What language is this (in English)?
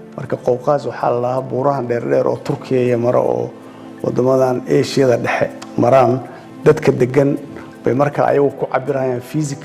Somali